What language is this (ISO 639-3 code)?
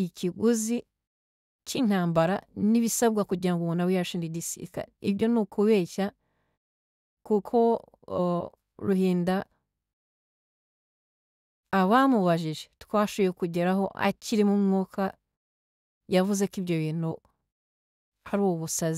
kin